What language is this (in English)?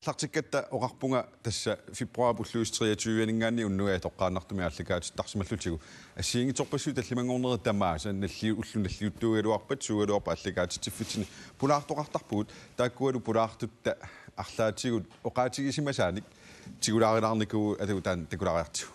Kalaallisut